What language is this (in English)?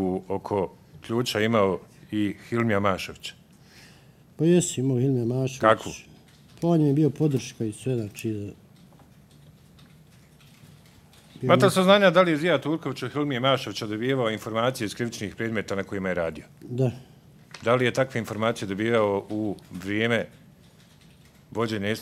Bosnian